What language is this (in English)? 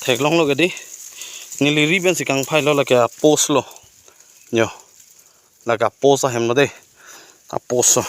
Karbi